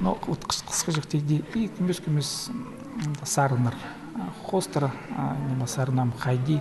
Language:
Khakas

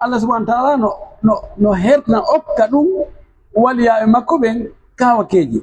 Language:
Pular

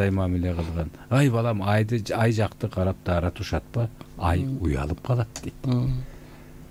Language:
Kyrgyz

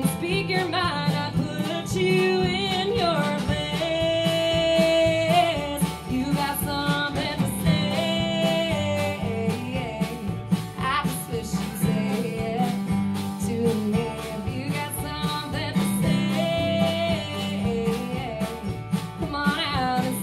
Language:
English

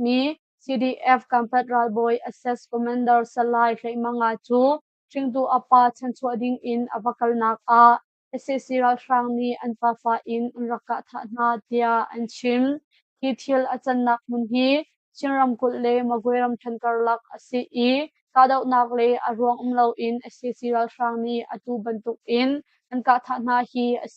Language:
Hakha Chin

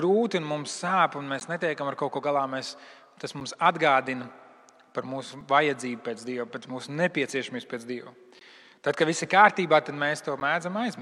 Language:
Latvian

